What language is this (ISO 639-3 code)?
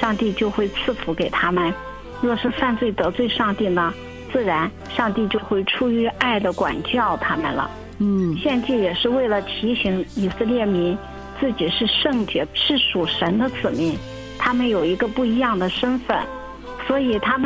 zho